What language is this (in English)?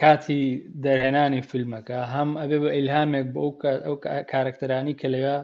Central Kurdish